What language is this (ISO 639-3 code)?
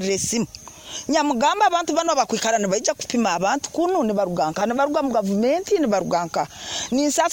nyo